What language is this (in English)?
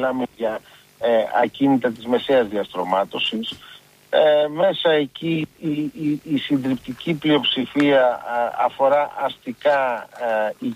Greek